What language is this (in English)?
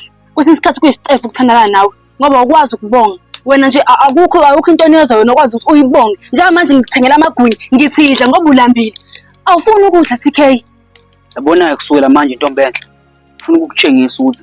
Zulu